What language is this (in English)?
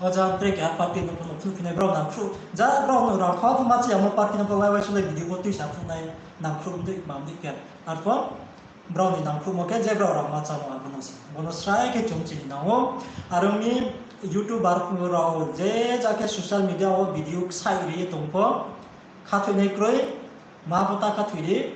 Riang (India)